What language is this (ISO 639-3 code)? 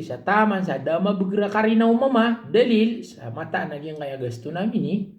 mrw